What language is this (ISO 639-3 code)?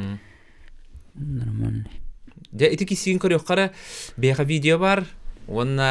sah